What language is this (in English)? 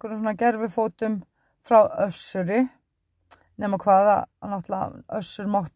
Icelandic